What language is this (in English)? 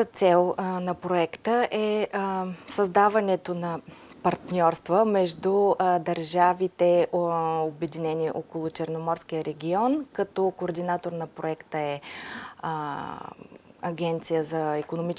Bulgarian